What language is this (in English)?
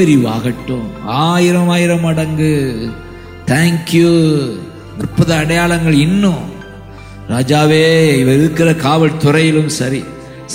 Tamil